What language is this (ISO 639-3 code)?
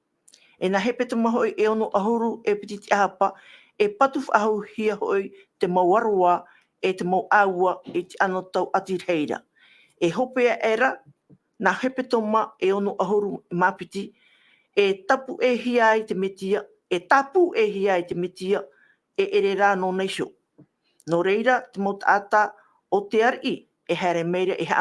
tah